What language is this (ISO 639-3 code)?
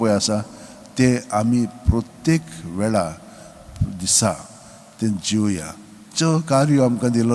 kok